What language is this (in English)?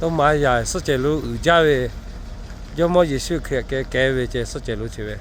Lahu